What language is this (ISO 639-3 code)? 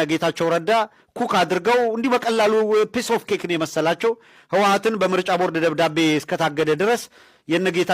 amh